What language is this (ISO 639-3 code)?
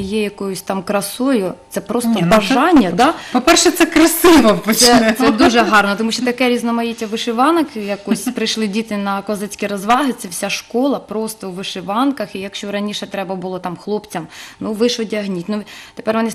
ukr